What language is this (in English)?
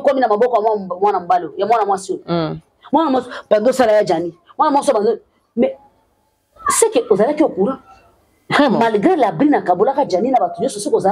Lingala